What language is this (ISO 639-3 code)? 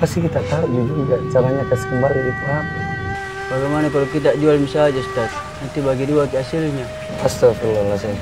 mfp